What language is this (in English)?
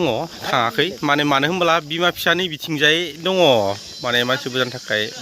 Bodo